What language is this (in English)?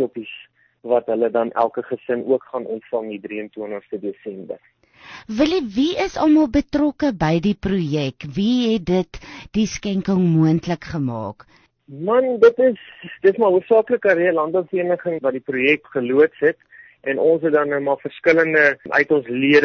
Afrikaans